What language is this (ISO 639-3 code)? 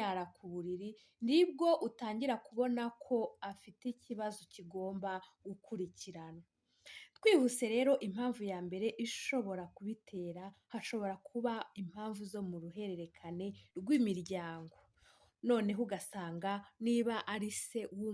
kin